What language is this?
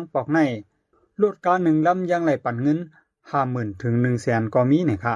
Shan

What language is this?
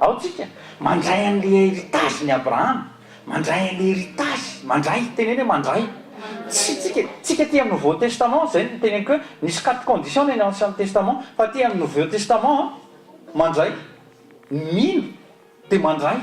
Malagasy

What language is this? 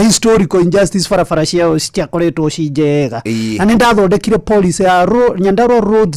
Kikuyu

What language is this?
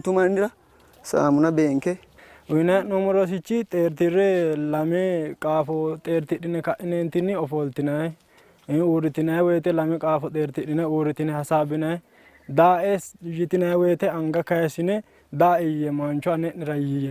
Sidamo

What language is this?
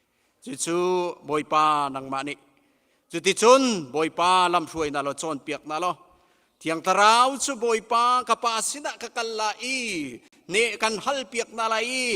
Hakha Chin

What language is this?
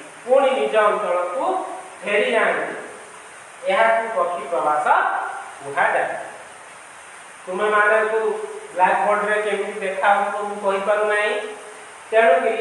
Odia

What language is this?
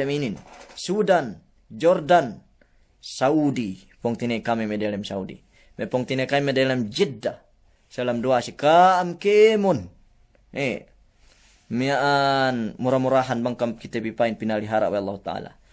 Yakan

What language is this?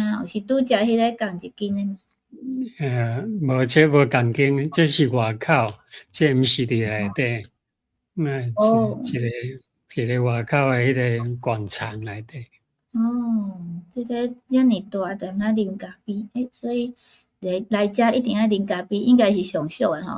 Min Nan Chinese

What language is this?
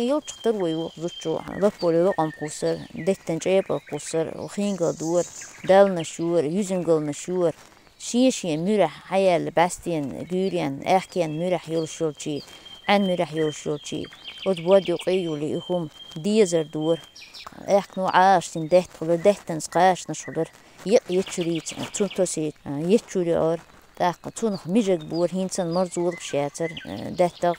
Chechen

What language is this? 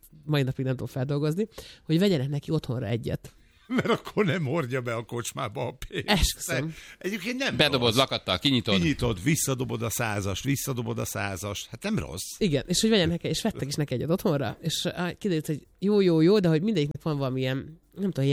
Hungarian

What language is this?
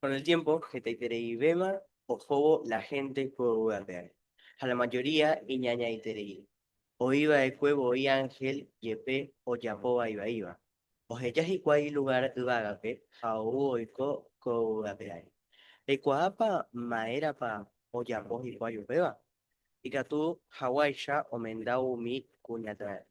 Guarani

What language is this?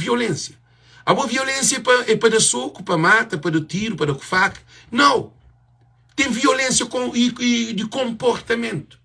Kabuverdianu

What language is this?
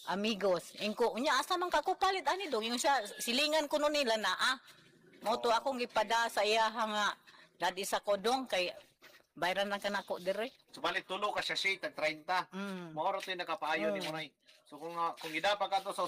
Cebuano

